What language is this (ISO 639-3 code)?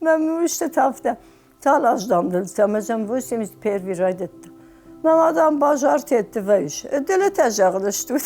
oss